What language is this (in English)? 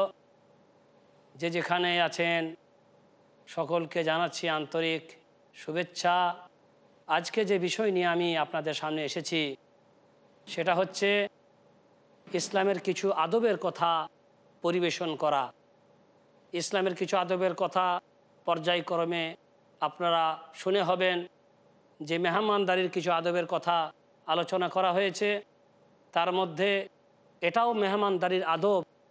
Bangla